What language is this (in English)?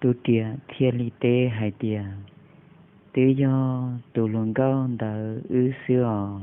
Hmong